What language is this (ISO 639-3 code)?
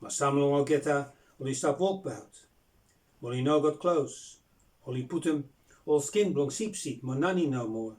bis